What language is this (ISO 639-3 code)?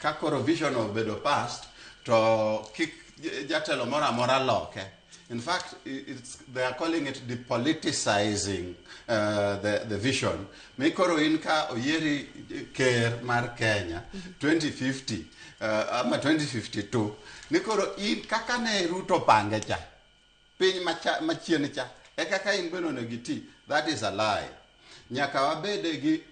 luo